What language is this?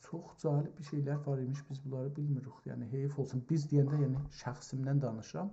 South Azerbaijani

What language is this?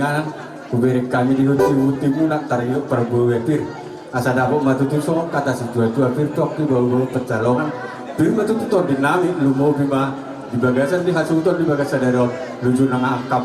Batak Toba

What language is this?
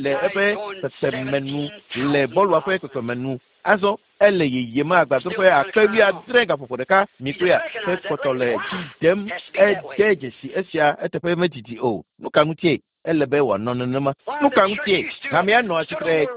Ewe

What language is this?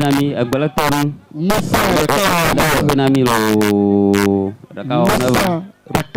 Ewe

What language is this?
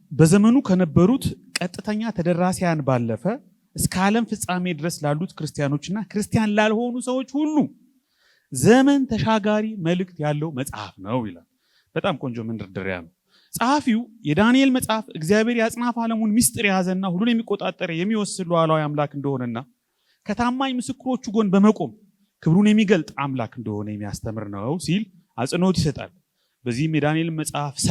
Amharic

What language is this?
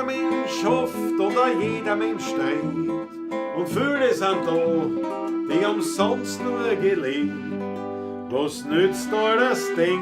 Bavarian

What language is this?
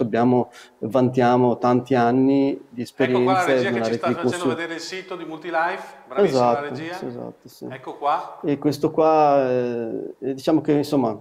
Italian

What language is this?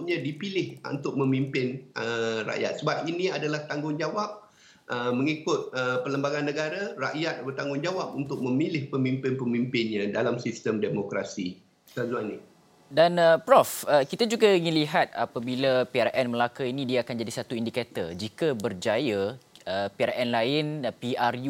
Malay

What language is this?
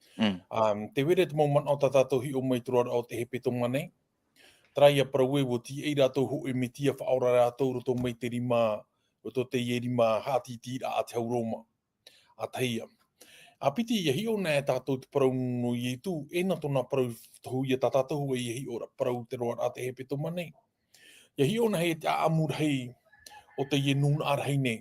Tahitian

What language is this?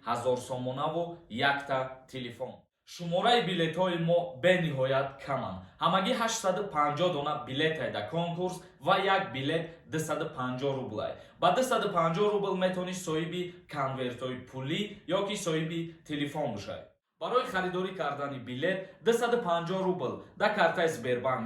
Tajik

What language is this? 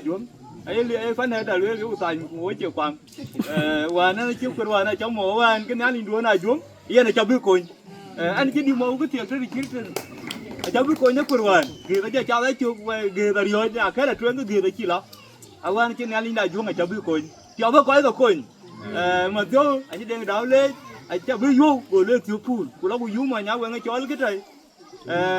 Dinka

